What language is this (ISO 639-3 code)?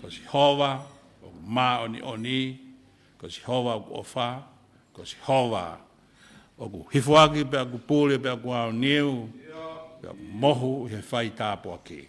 ton